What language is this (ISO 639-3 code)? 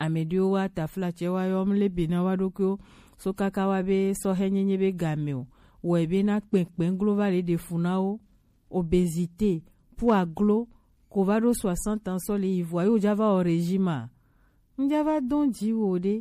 gej